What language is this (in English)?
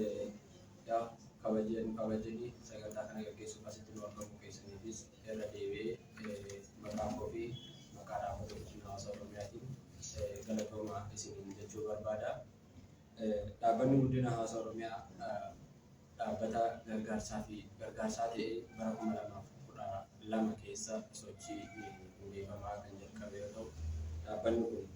Oromo